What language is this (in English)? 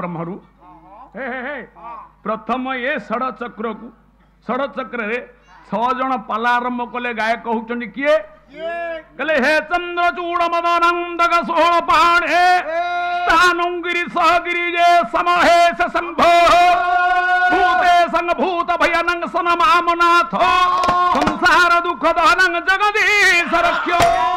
Odia